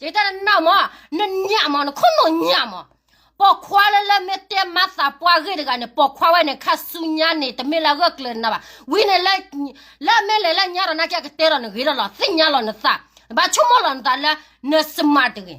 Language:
S'gaw Karen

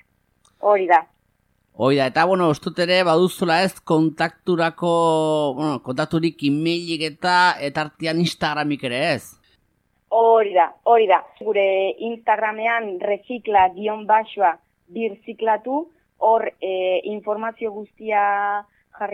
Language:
Basque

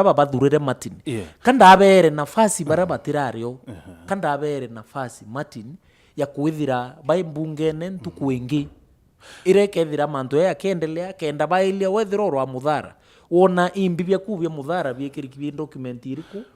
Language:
Meru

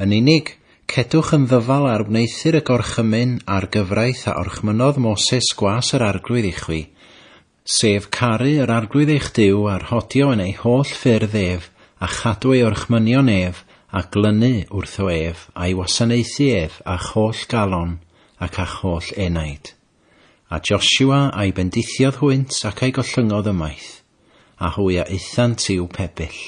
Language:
Welsh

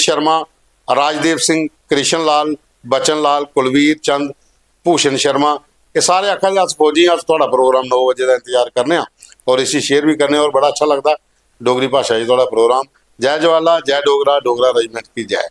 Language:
Dogri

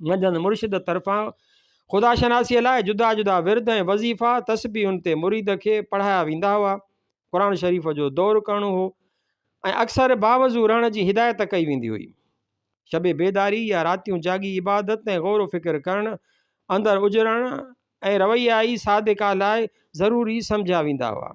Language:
Sindhi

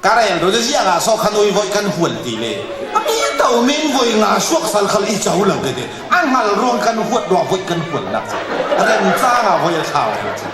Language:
Falam Chin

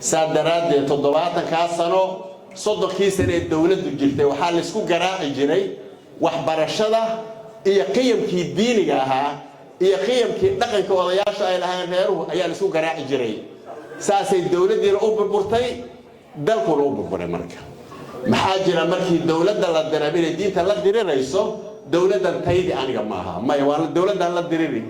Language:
Somali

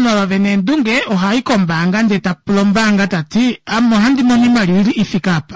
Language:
Kuanyama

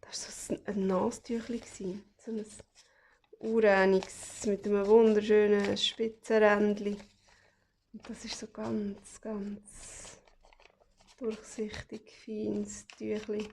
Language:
Swiss German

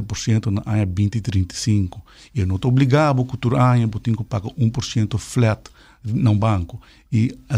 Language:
Papiamento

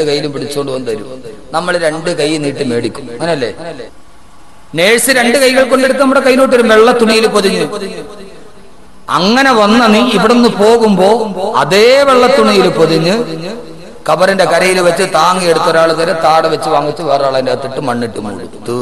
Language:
Malayalam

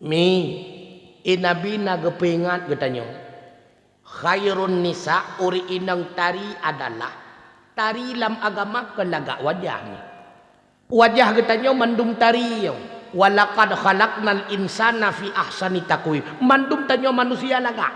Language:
Achinese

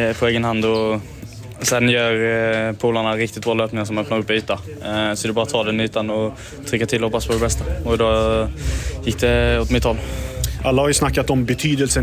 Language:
Swedish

